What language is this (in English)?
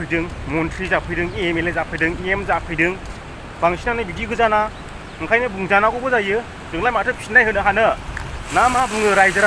Bodo